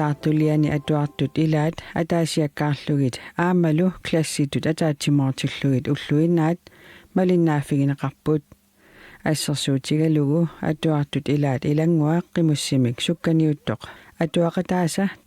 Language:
Kalaallisut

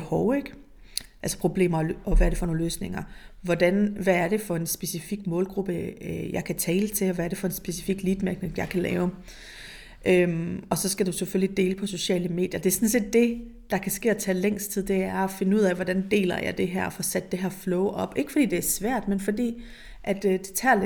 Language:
Danish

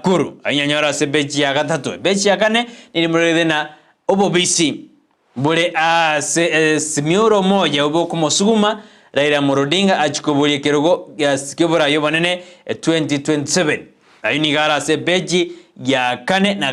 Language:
Gusii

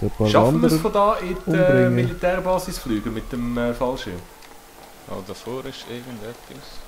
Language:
Swiss German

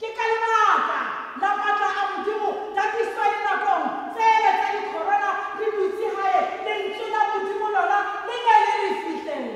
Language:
Tswana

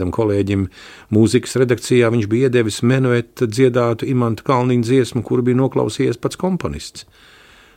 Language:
Latvian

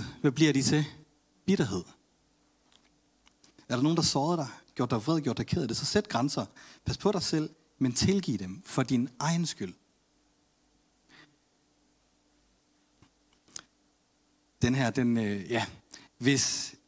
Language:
Danish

